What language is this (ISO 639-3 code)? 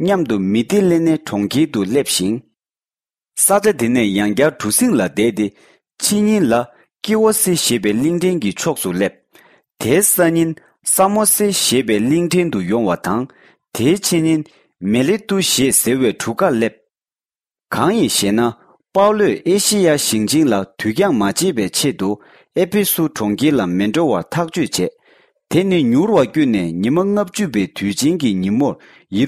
bod